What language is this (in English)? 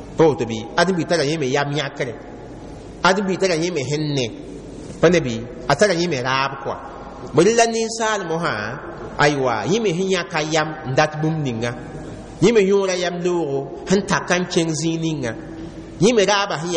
Mossi